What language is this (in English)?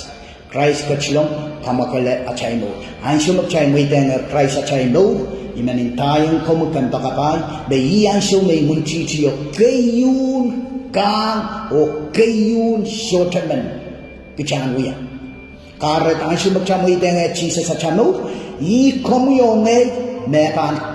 Pohnpeian